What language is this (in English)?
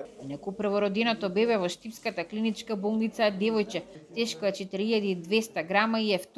Macedonian